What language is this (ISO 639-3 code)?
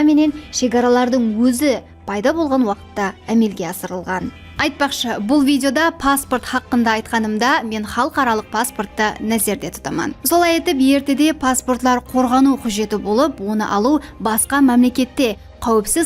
kaa